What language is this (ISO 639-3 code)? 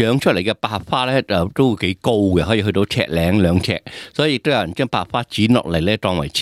yue